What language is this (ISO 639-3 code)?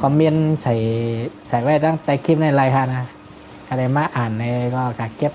shn